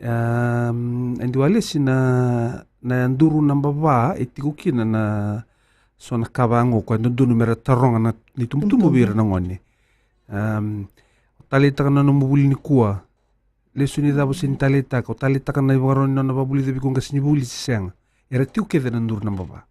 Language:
Fijian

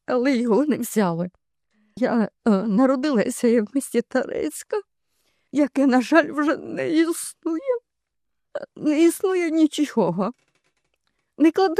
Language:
Ukrainian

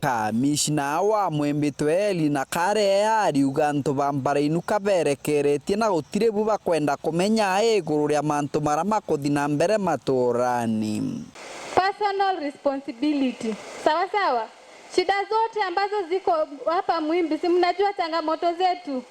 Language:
Meru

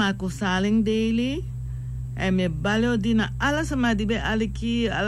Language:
Sranan Tongo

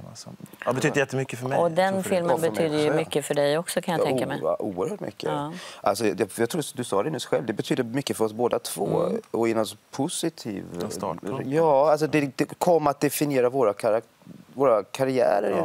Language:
Swedish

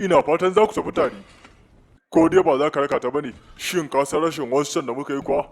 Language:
Hausa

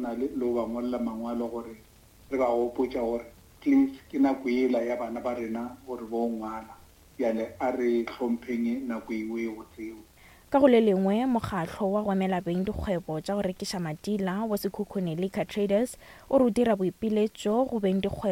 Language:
Northern Sotho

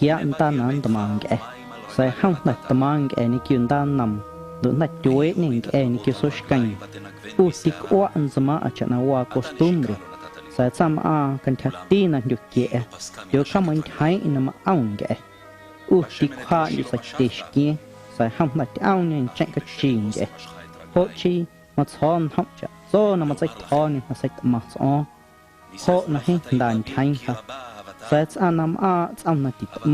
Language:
Guerrero Amuzgo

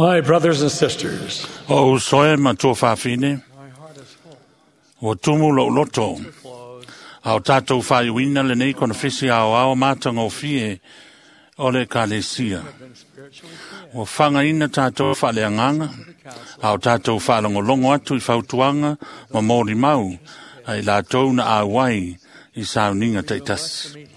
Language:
Malagasy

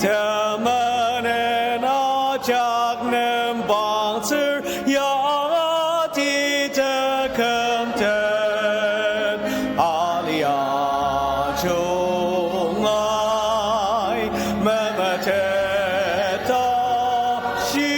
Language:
Ao Naga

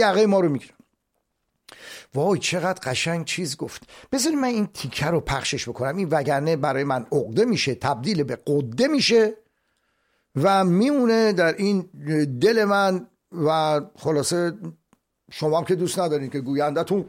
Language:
Persian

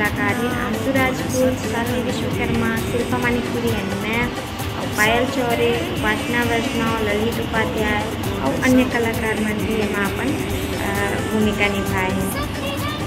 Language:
Chhattisgarhi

